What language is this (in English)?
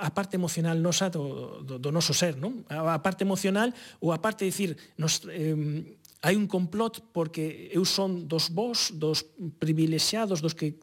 Galician